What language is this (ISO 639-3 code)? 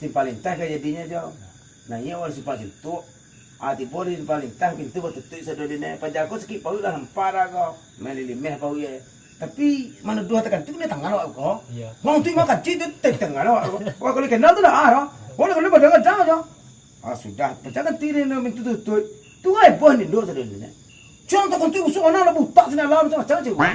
min